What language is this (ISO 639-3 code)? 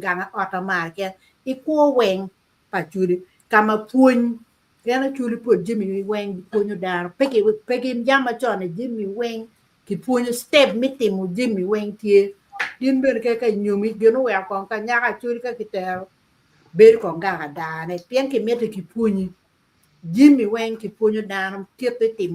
ach